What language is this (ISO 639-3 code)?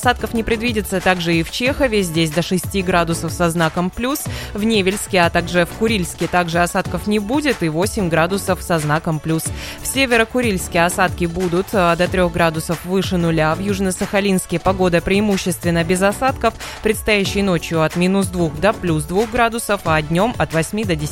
rus